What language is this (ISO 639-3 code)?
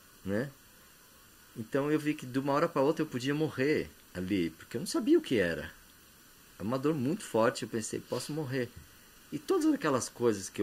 por